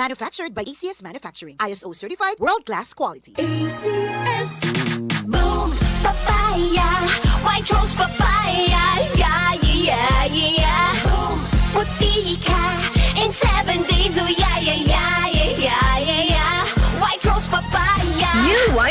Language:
Bikol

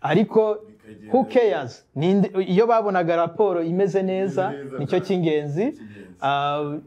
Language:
Kinyarwanda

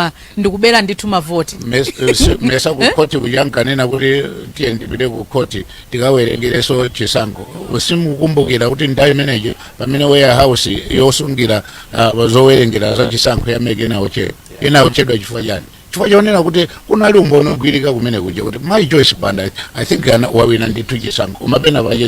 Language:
Nyanja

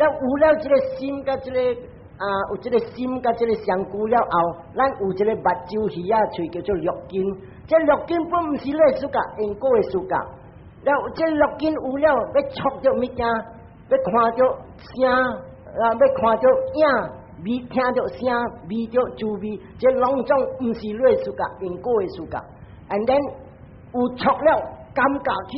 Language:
Min Nan Chinese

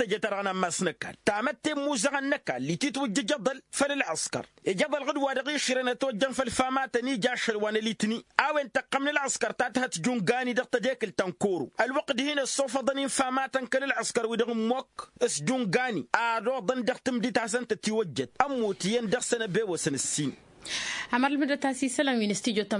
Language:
Tamasheq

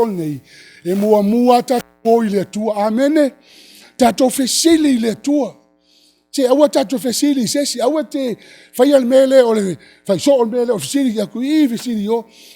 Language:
Samoan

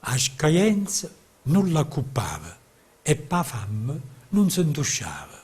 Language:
Neapolitan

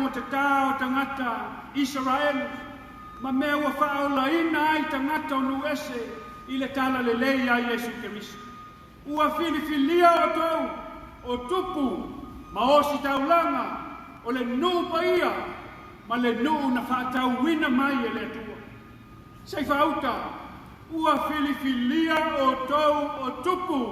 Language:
Samoan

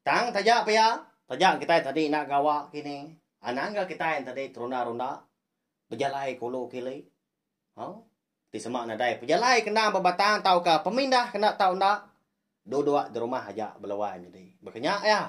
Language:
Iban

